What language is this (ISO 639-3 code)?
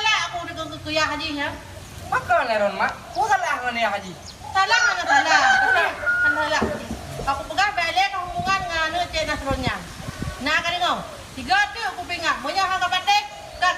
ace